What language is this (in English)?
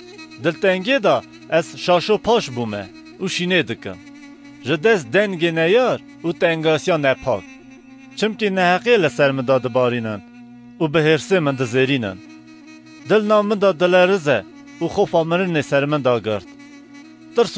Kurdish